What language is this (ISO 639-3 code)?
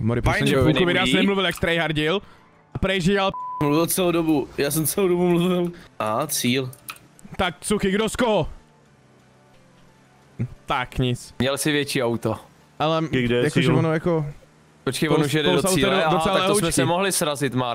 ces